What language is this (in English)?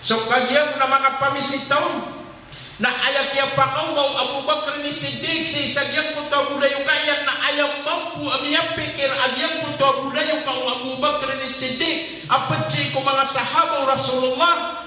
Maranao